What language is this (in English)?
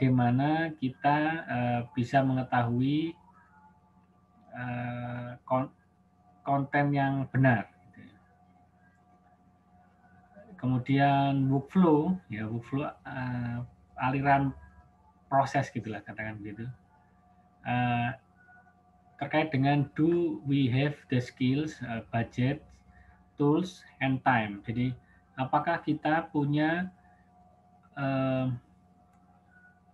Indonesian